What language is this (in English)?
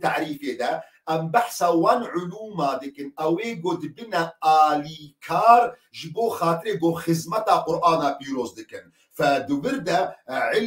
Kurdish